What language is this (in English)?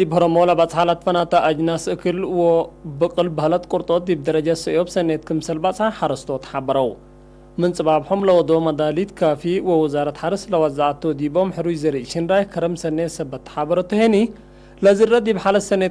Tigre